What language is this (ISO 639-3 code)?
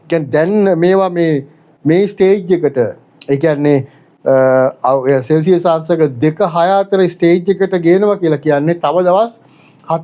sin